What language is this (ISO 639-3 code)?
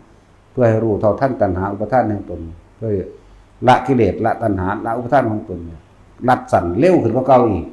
tts